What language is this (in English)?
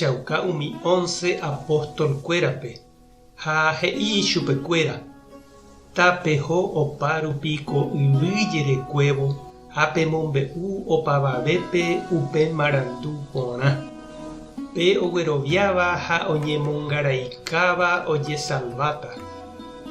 Guarani